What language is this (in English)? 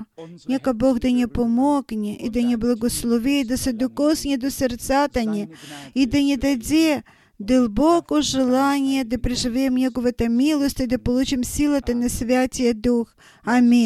Bulgarian